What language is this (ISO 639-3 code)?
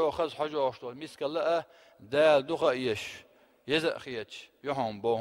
che